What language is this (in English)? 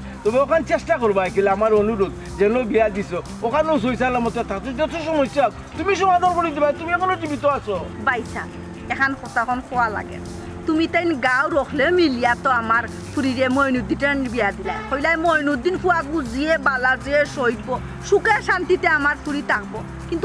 Sylheti